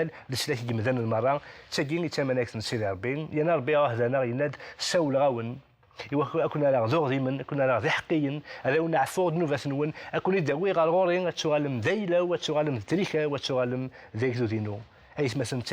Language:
Kabyle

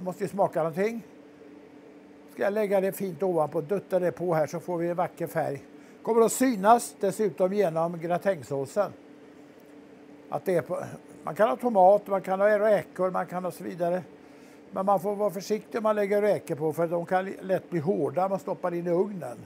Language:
Swedish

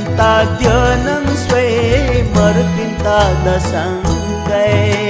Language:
Newari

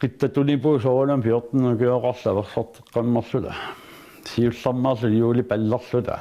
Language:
Kalaallisut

